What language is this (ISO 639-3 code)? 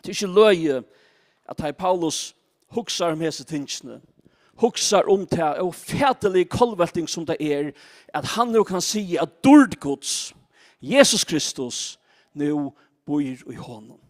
fao